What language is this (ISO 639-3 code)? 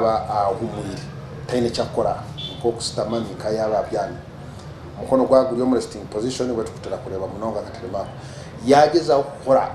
nyn